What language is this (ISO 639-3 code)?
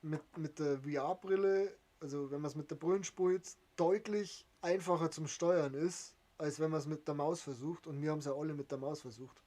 bar